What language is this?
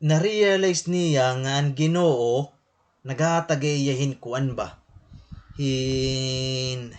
Waray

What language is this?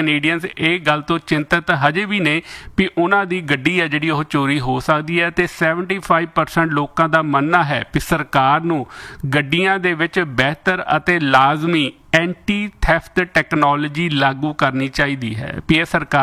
Punjabi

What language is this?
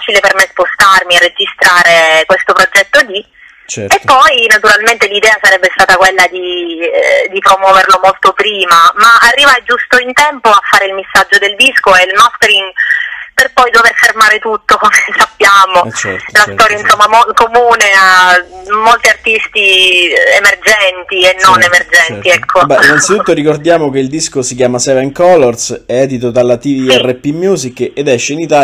Italian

